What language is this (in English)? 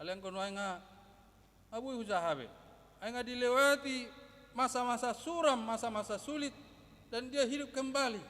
Batak Toba